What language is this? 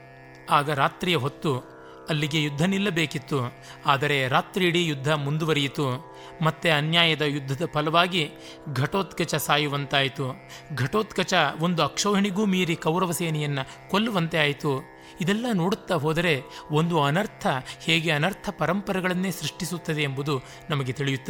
Kannada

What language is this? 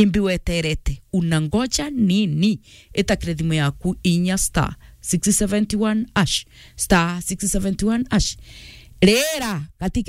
Meru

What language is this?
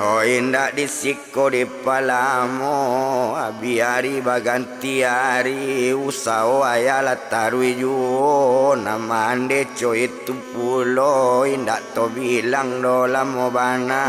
Minangkabau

